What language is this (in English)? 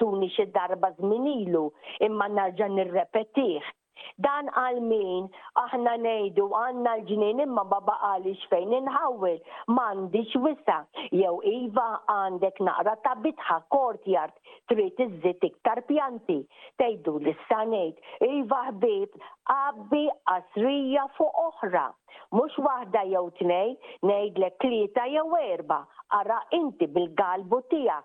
Maltese